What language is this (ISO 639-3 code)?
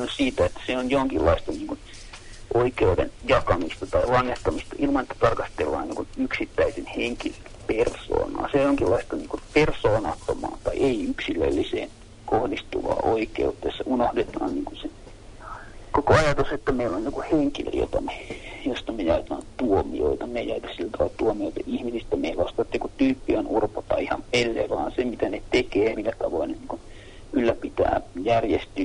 fin